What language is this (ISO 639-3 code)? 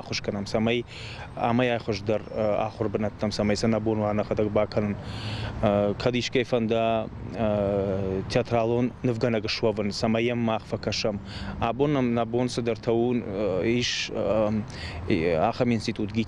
oss